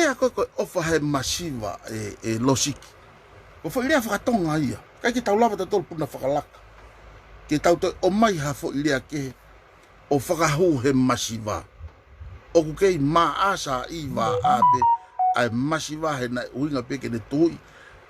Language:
Tongan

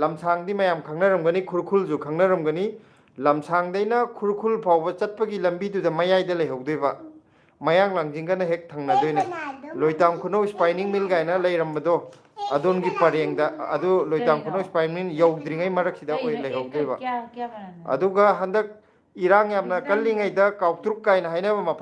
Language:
Manipuri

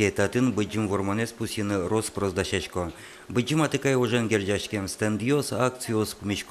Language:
Udmurt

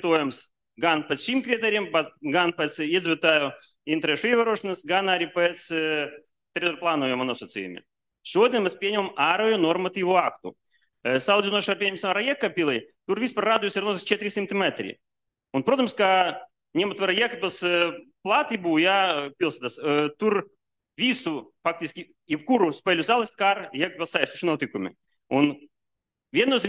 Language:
Latvian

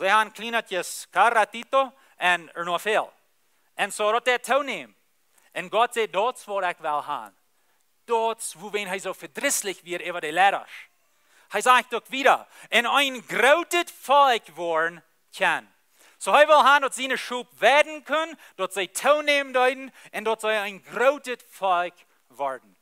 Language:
Plautdietsch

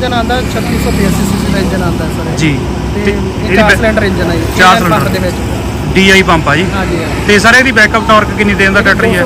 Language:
Punjabi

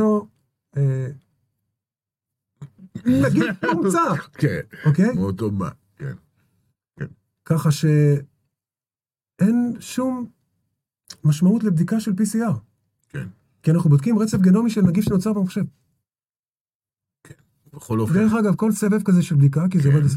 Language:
Hebrew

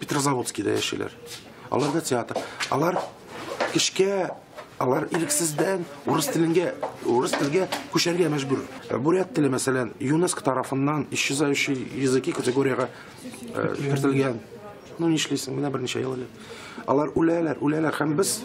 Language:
Tatar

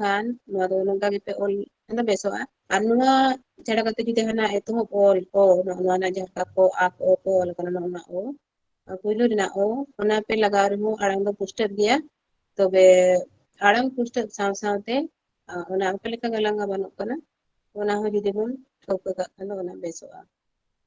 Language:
Santali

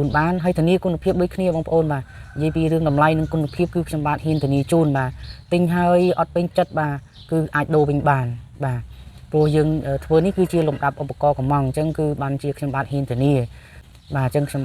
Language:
Khmer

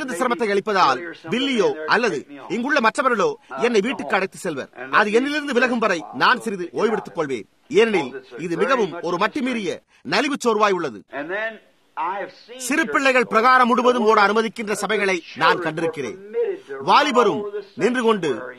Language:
Tamil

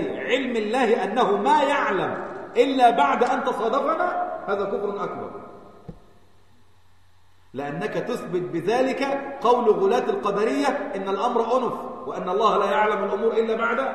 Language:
Arabic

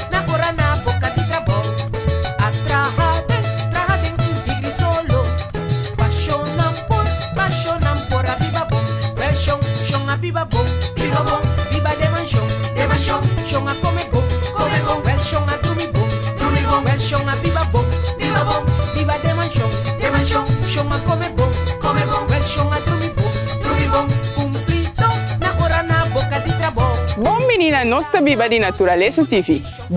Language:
Papiamento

